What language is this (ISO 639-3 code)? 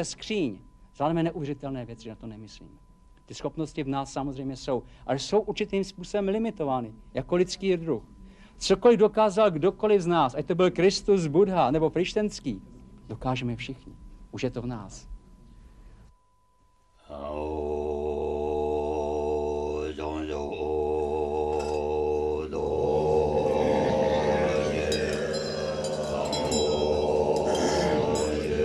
ces